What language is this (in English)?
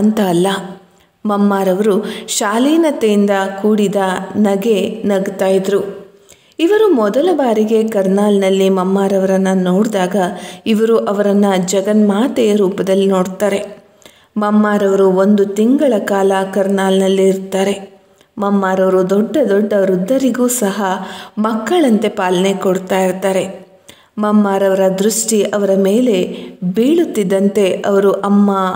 Kannada